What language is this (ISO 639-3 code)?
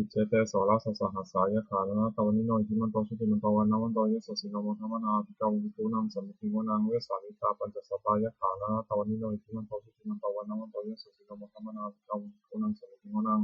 pli